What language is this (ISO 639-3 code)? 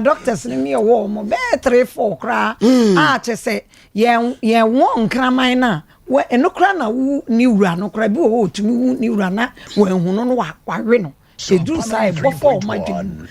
aka